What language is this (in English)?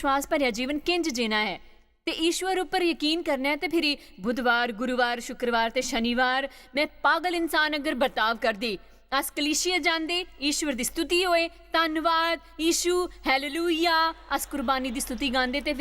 Dogri